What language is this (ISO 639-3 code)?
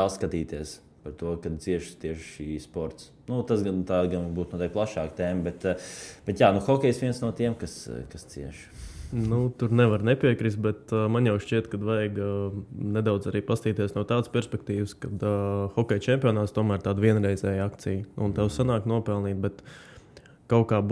lav